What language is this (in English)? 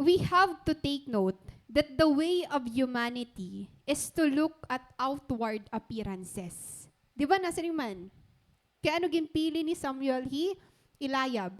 Waray